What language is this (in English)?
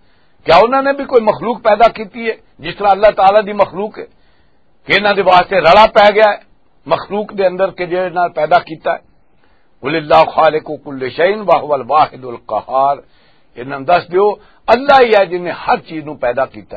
Western Panjabi